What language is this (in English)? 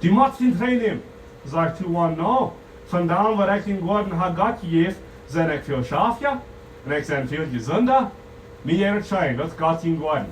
Plautdietsch